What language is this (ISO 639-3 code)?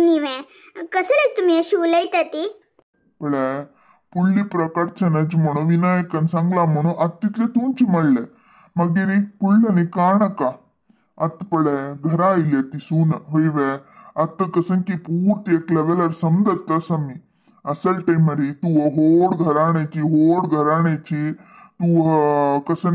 kok